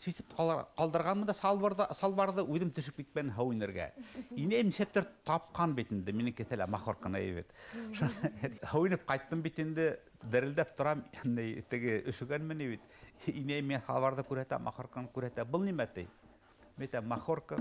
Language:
Bashkir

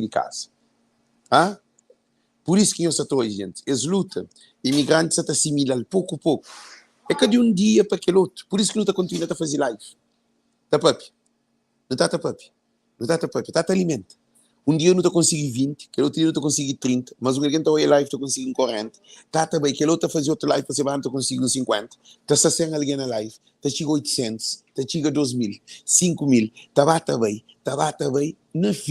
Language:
Kabuverdianu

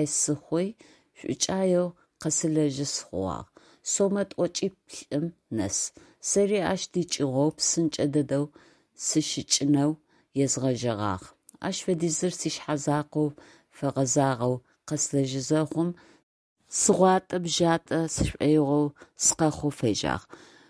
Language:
Adyghe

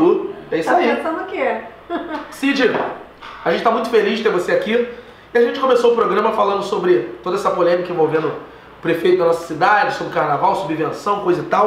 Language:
Portuguese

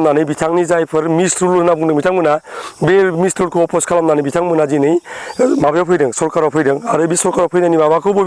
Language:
Bodo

